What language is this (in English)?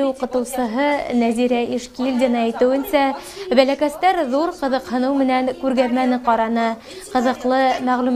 Bashkir